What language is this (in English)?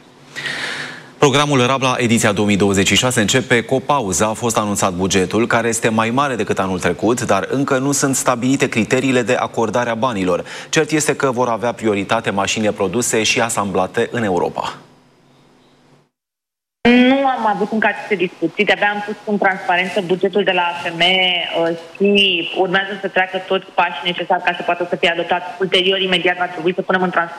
Romanian